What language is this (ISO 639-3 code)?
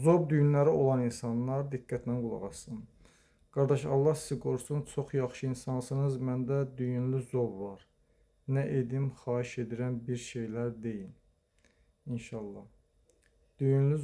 aze